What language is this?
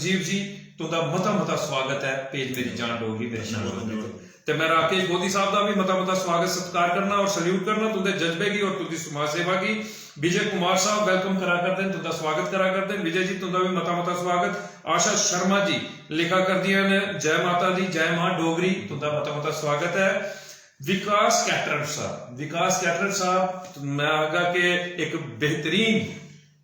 Dogri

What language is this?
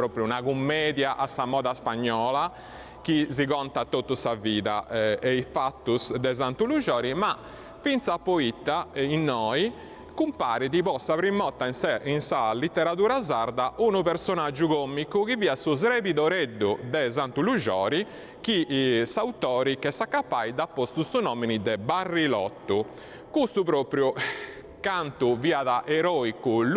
Sardinian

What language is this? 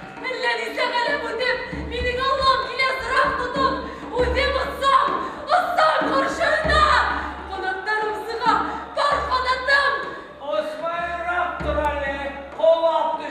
Bashkir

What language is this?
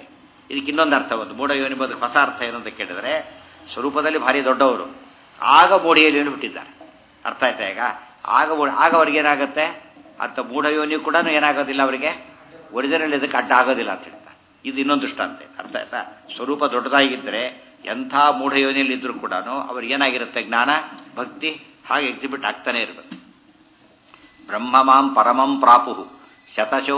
Kannada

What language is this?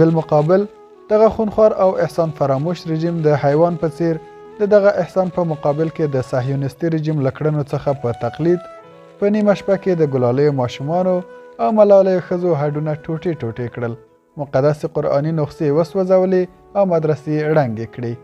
Pashto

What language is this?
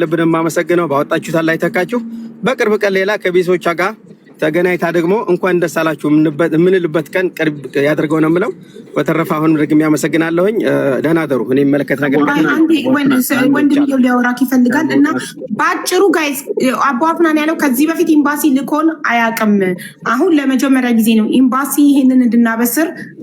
Amharic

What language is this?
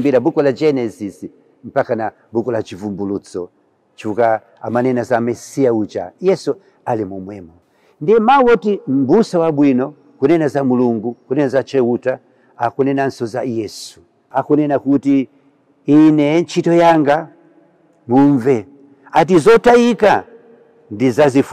Nyanja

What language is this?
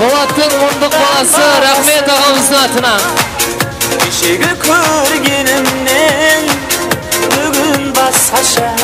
Kara-Kalpak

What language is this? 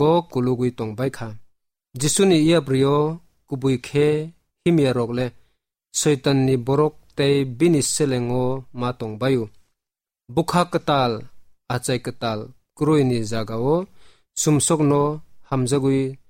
Kok Borok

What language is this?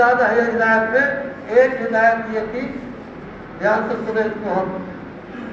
Urdu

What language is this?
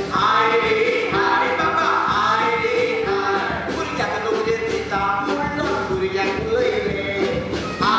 Konkani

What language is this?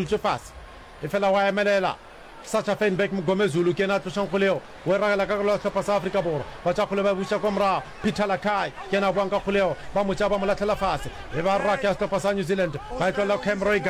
Northern Sotho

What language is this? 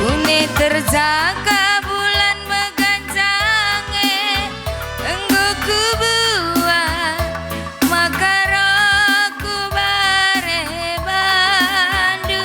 Batak Karo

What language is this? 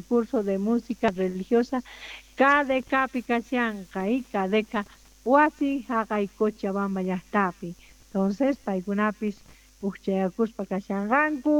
South Bolivian Quechua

